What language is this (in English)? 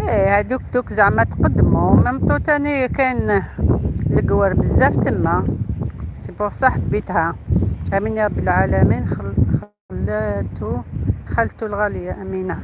Algerian Arabic